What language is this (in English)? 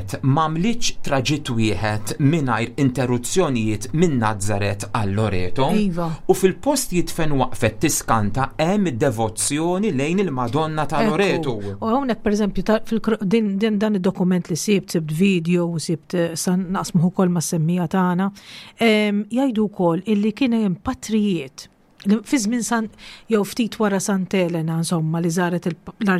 Maltese